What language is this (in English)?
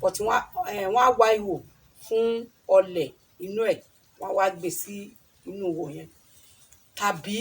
Yoruba